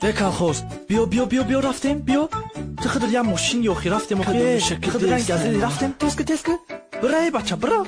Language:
Tajik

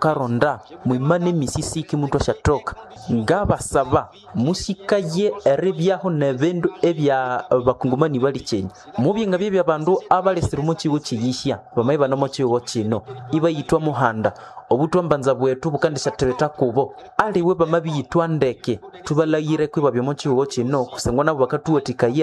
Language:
Nande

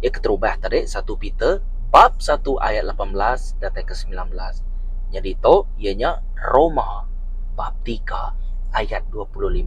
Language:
Iban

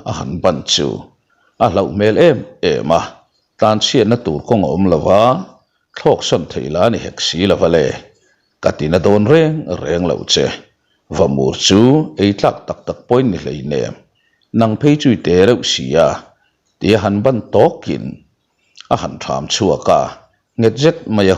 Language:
Mizo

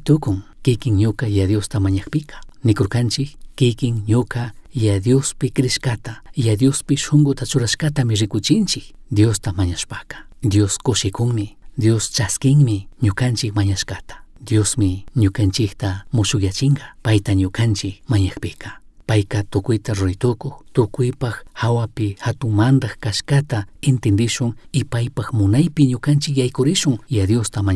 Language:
Chimborazo Highland Quichua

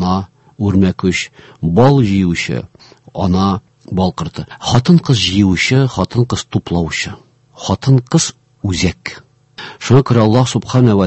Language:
Tatar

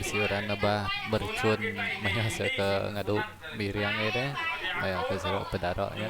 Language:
Iban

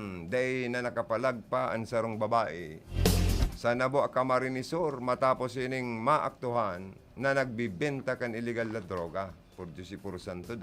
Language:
Bikol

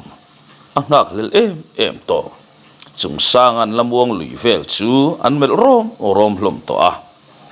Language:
Mizo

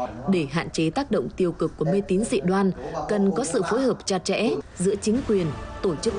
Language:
Vietnamese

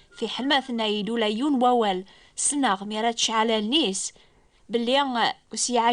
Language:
Kabyle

